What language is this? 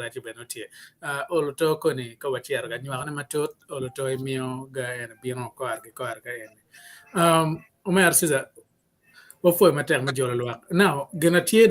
Acoli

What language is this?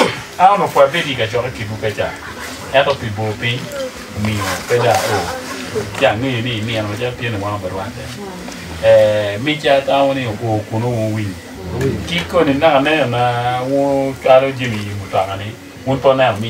Acoli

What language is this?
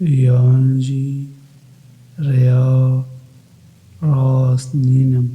Kurdish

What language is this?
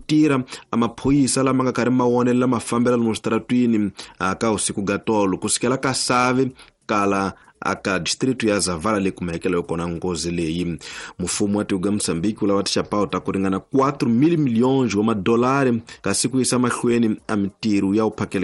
Tsonga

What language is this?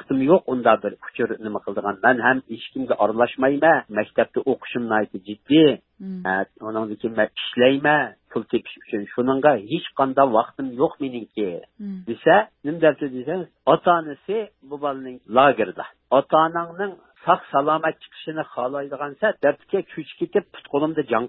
Uyghur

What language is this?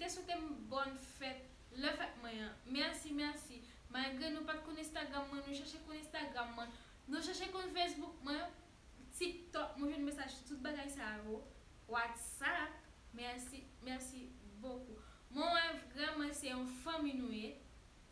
Haitian Creole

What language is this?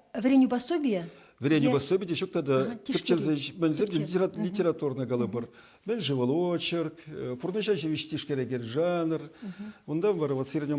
Chuvash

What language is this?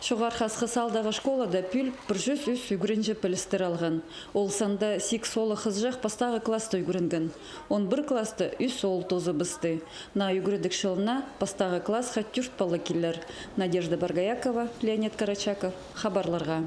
Khakas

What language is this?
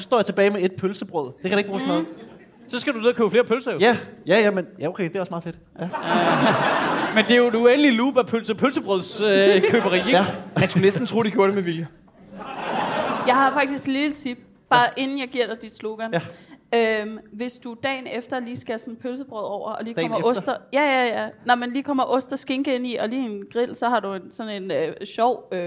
Danish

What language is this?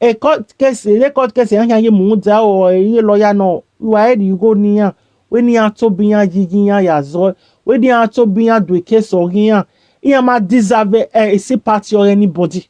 Nigerian Pidgin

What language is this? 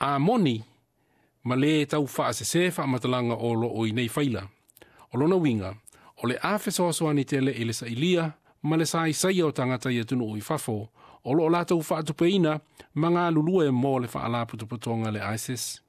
Samoan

